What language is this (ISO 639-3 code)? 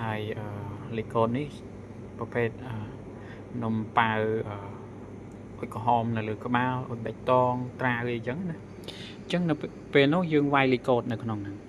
khm